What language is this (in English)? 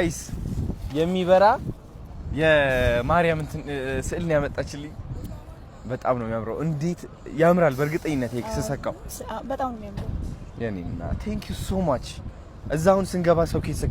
Amharic